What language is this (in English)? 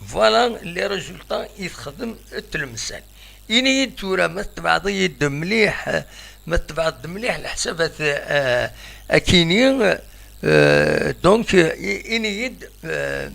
Kabyle